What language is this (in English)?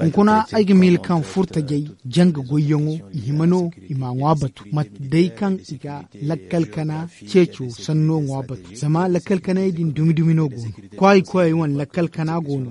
Zarma